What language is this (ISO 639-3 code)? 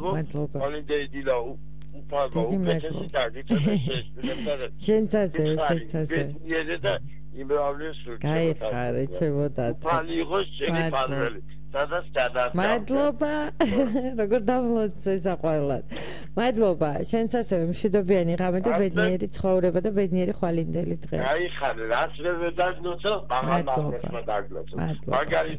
kat